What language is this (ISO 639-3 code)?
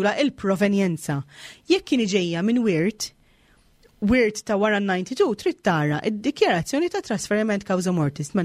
mlt